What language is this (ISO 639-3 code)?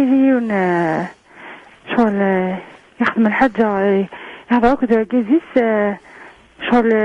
kab